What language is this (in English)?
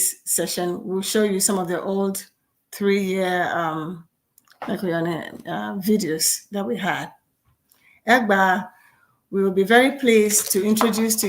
Ewe